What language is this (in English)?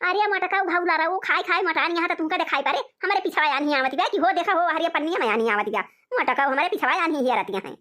Awadhi